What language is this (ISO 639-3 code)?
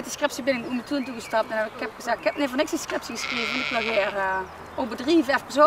lim